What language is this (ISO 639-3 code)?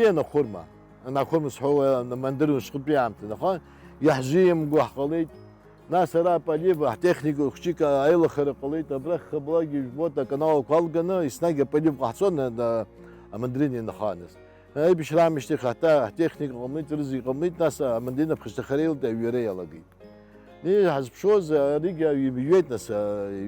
abk